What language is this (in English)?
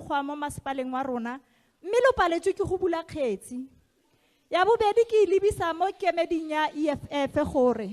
Tswana